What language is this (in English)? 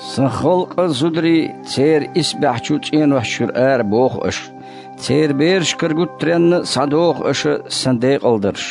Chechen